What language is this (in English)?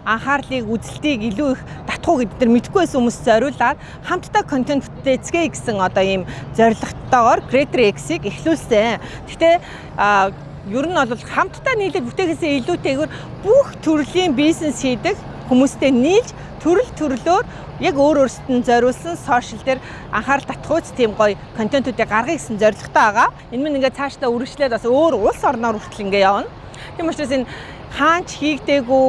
Mongolian